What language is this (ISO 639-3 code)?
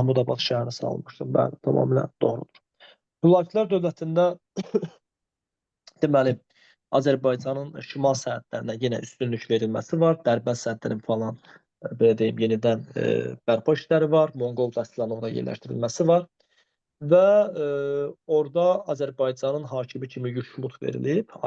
aze